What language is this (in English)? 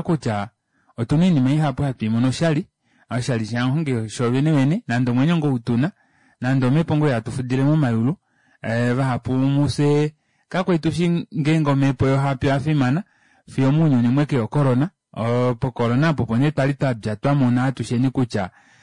Kuanyama